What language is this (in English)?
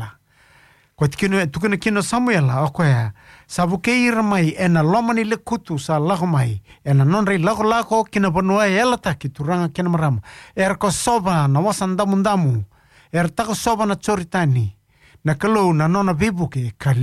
Fijian